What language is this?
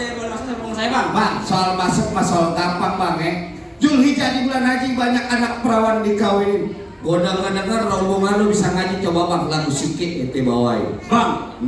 Betawi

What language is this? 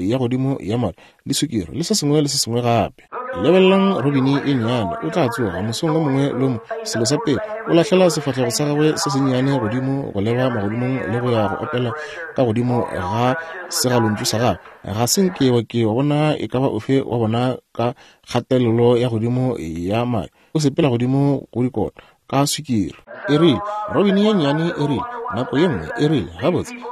Northern Sotho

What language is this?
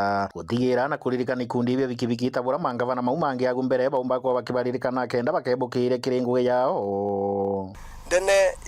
Meru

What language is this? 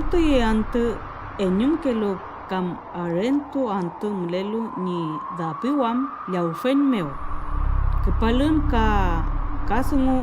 Mapuche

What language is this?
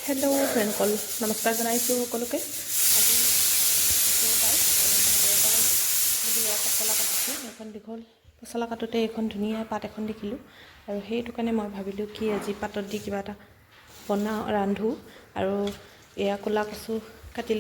Assamese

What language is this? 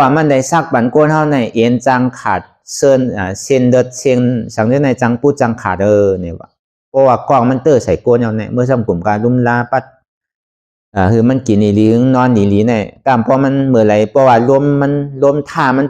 Shan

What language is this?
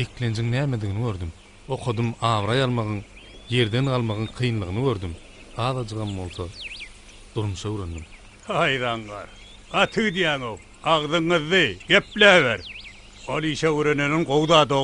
Turkmen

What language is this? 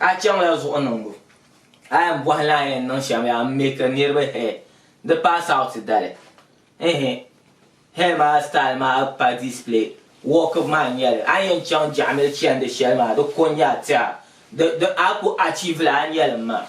Dagbani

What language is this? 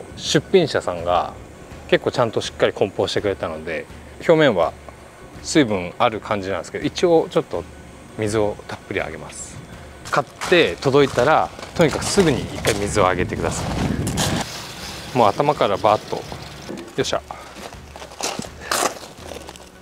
Japanese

